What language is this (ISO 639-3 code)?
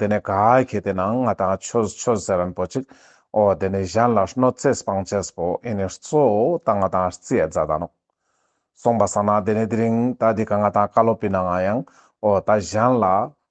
lbj